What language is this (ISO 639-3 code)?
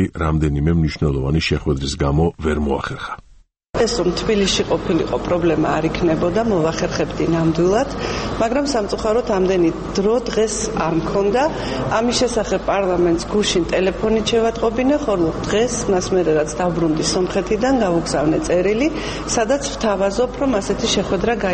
kat